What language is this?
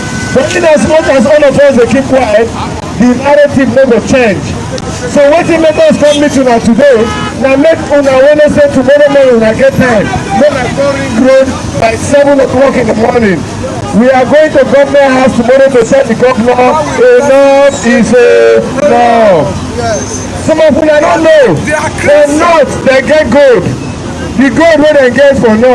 Nigerian Pidgin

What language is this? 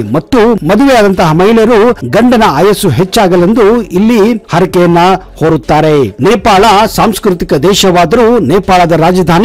Kannada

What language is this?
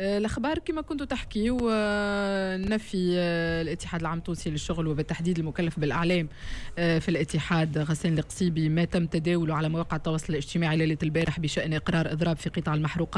Tunisian Arabic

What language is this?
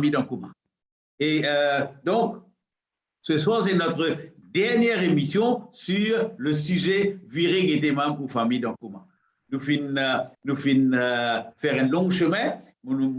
Morisyen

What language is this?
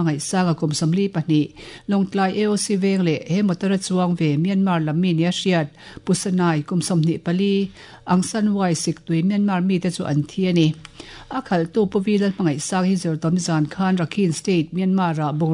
Mizo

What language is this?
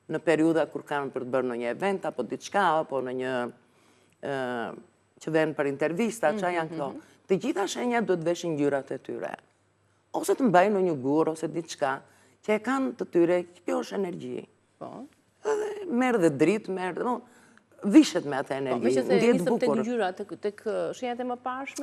Albanian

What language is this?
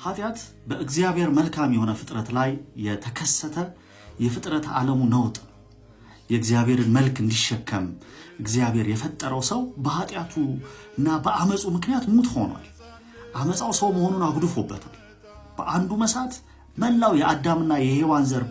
Amharic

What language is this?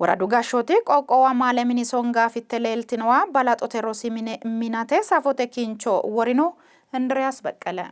Sidamo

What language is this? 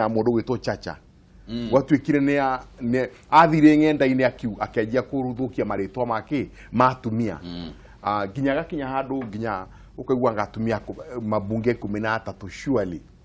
Kikuyu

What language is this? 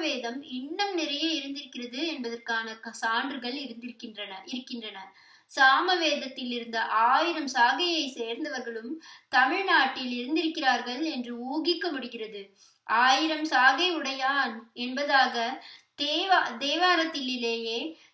Tamil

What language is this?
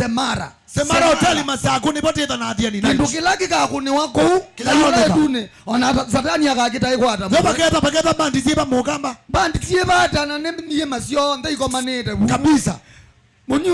Kamba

